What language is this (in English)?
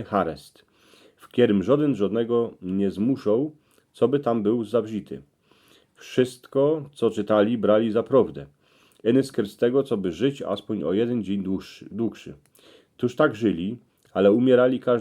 Silesian